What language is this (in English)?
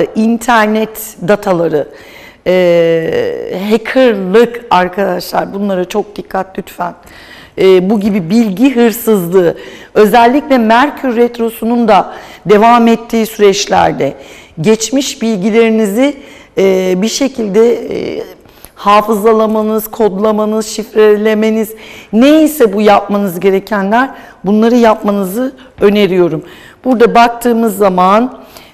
Turkish